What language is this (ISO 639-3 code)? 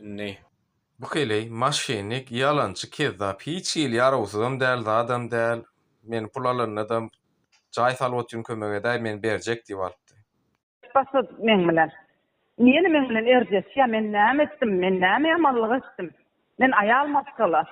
tuk